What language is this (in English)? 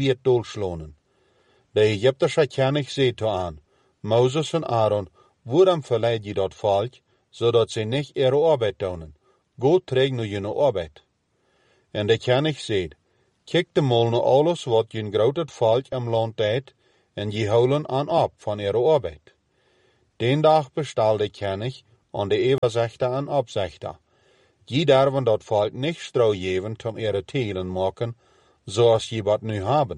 Plautdietsch